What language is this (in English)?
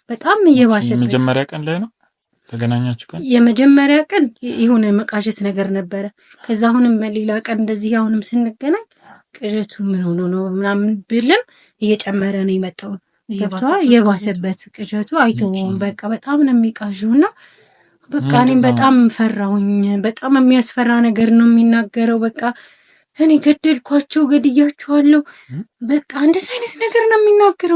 Amharic